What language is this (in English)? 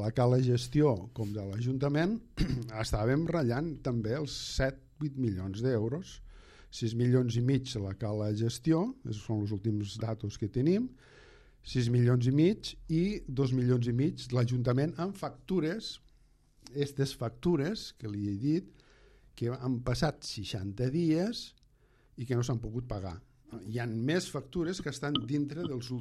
Catalan